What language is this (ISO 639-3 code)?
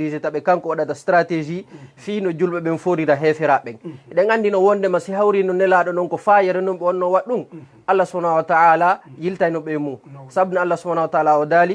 ful